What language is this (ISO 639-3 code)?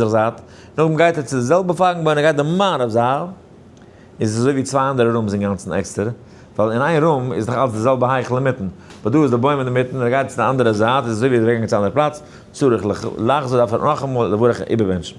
yid